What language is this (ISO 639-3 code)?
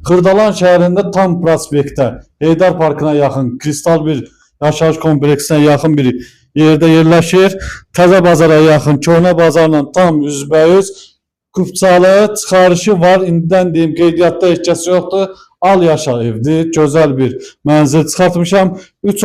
aze